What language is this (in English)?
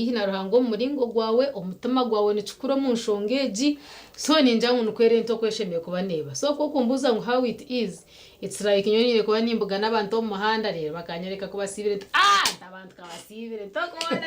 Nyankole